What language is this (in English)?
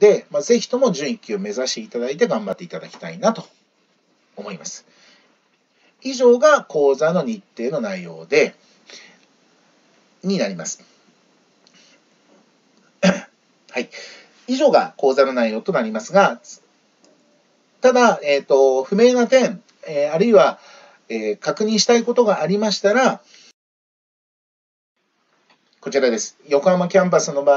Japanese